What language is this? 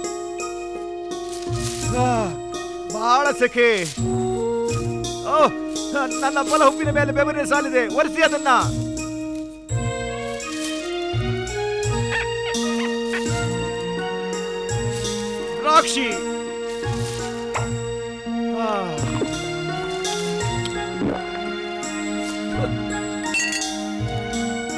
Kannada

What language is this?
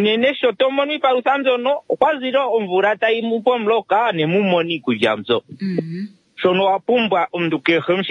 Kuanyama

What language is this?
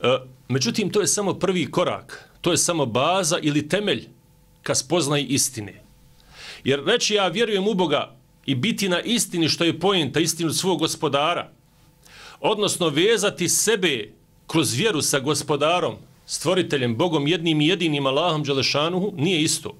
Bosnian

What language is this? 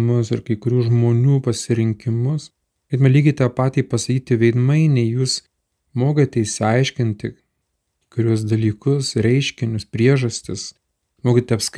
Lithuanian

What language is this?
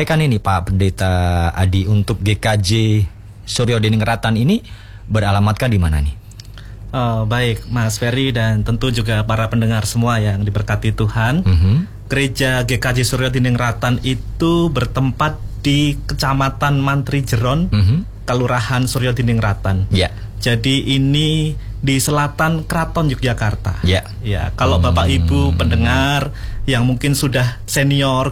Indonesian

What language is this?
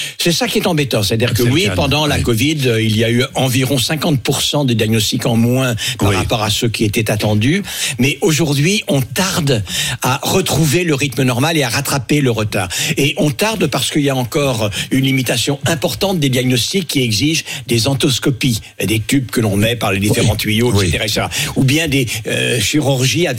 French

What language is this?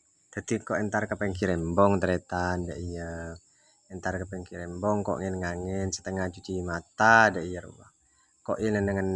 Madurese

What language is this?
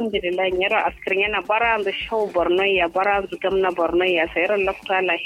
Kanuri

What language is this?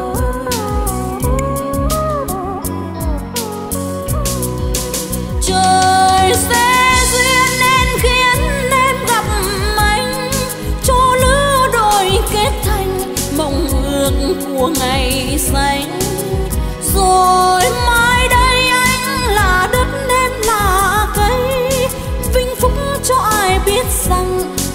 Vietnamese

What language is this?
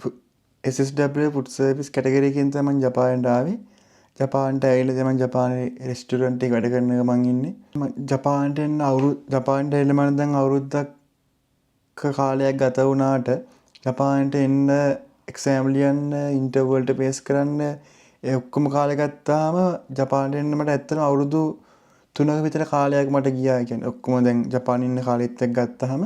Sinhala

